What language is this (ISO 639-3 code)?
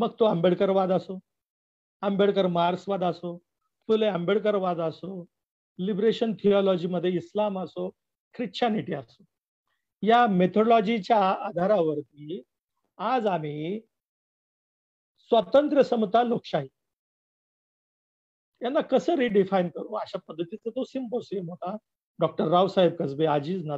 mar